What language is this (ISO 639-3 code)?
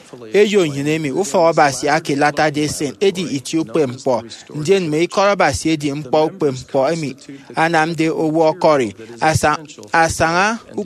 efi